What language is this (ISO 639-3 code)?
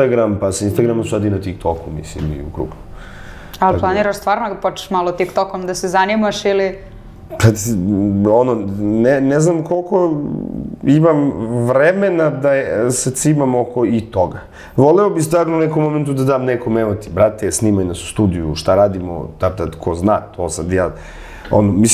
srp